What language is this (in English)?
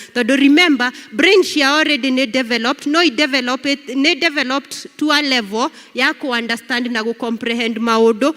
Kikuyu